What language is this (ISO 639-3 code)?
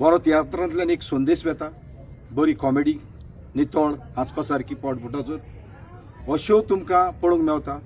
kok